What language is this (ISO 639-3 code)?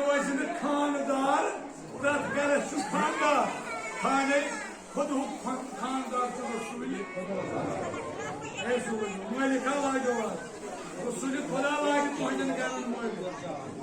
kas